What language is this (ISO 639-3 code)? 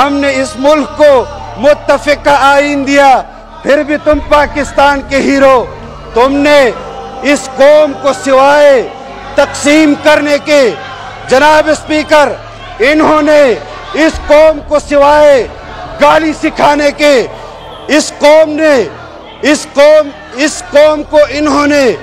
urd